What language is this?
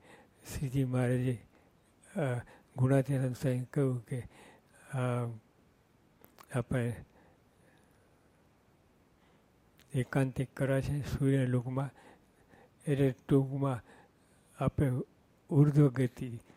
Gujarati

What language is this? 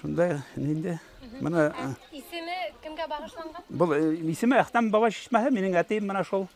Bashkir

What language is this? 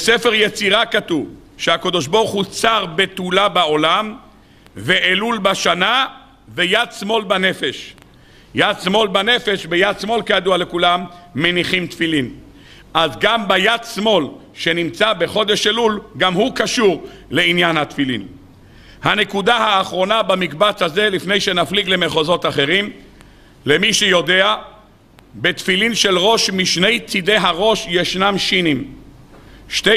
Hebrew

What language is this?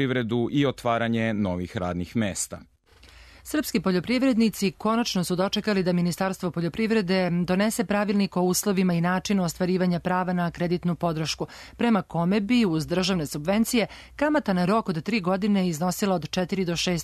Serbian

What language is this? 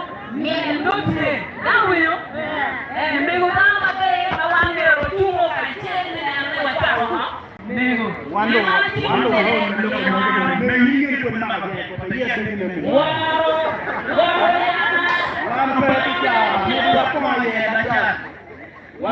Acoli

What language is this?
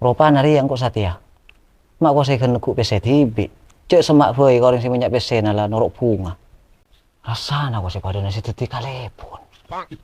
Madurese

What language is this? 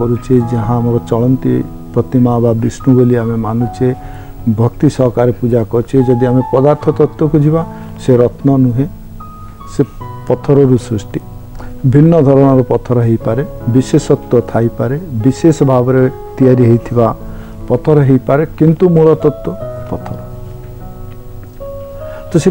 Odia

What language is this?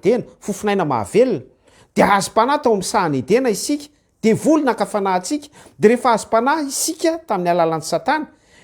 Malagasy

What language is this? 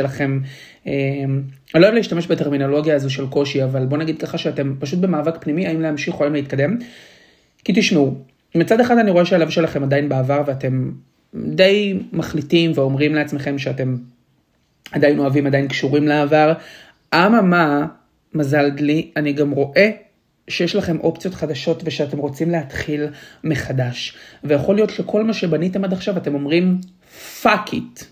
Hebrew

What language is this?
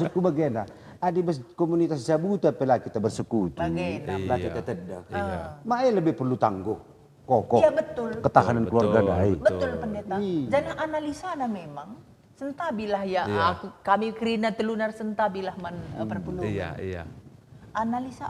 Batak Karo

